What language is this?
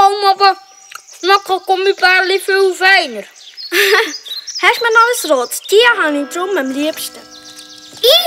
Swiss German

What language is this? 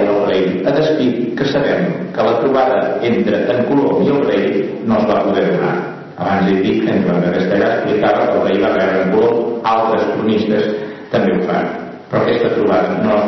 Catalan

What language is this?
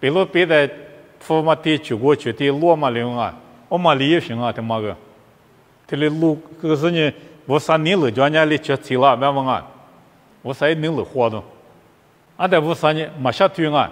Lisu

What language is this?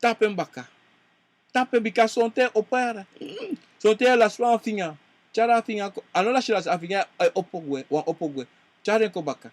Sranan Tongo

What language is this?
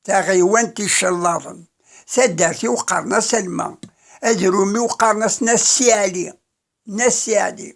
Kabyle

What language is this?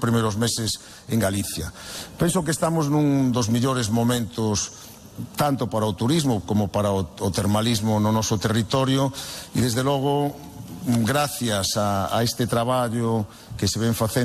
Galician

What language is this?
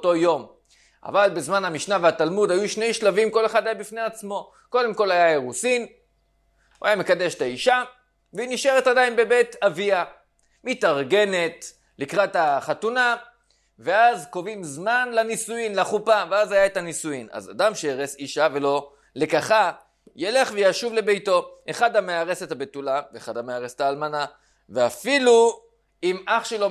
Hebrew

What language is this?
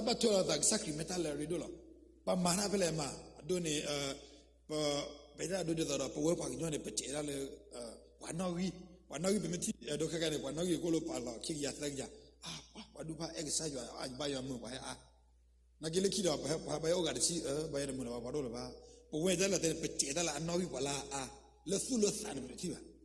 S'gaw Karen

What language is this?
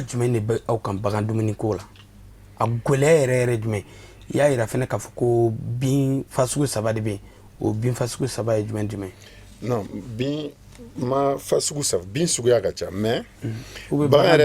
Bambara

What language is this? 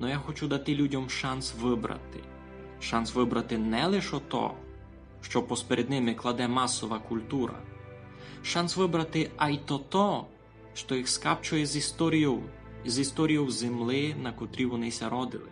Rusyn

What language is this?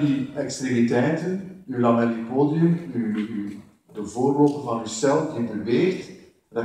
Dutch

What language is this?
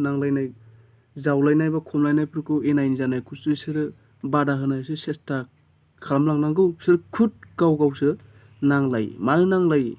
Bodo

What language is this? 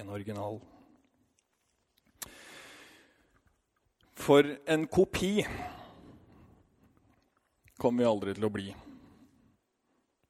Norwegian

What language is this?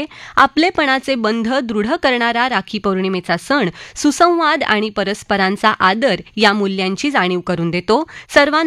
Marathi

